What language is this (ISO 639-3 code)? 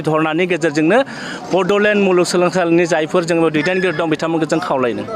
brx